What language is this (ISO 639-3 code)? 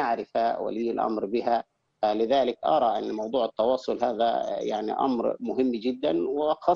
ara